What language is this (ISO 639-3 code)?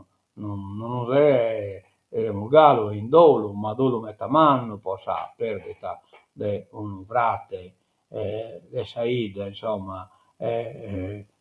srd